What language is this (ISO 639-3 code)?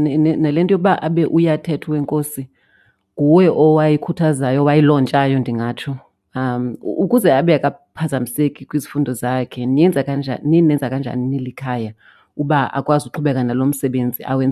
xho